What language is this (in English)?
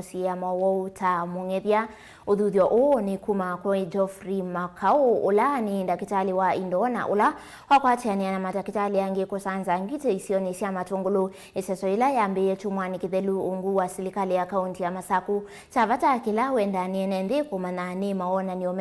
Kamba